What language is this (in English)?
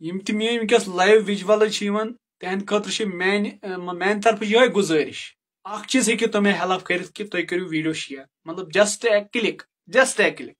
Kashmiri